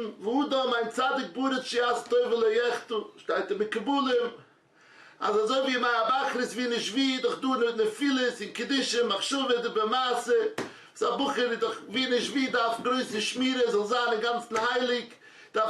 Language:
Yiddish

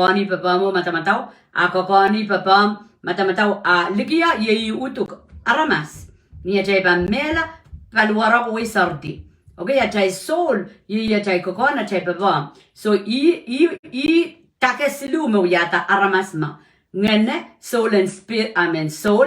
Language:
Pohnpeian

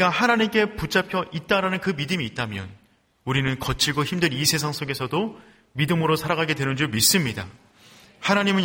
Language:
Korean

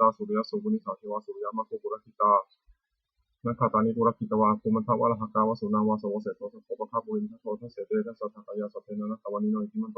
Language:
Pali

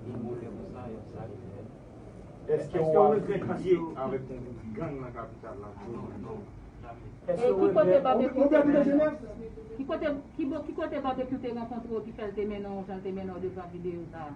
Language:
Haitian Creole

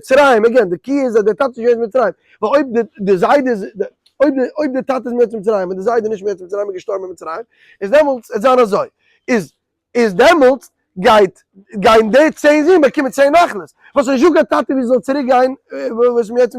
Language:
Yiddish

